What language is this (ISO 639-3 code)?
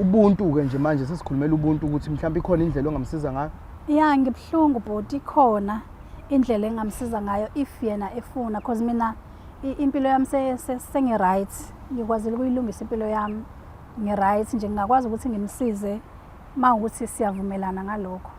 zul